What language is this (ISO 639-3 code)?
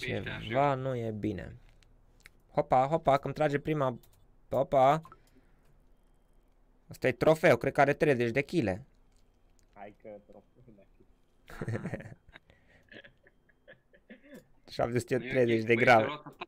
ron